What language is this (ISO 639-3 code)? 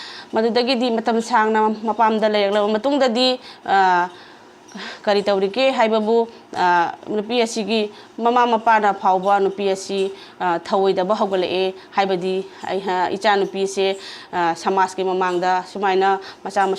mni